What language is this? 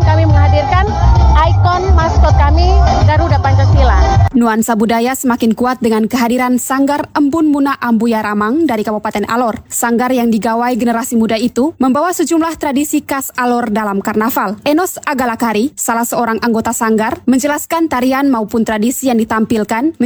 Indonesian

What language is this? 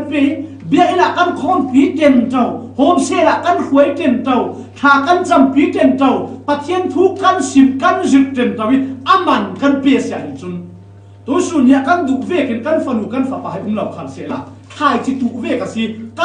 Falam Chin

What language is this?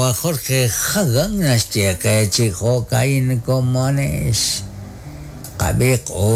Kekchí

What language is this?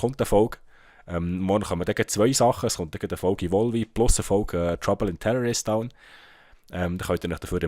Swiss German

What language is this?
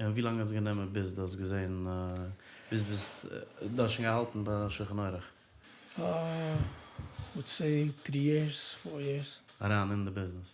Yiddish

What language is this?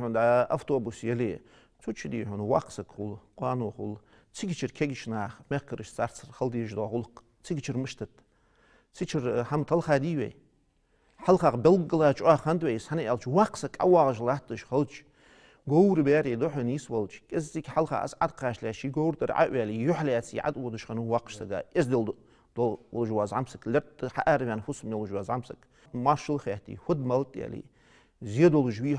Ingush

